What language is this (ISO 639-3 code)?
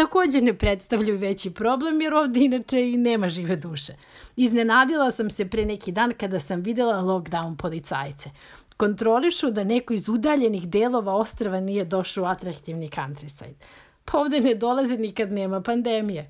srp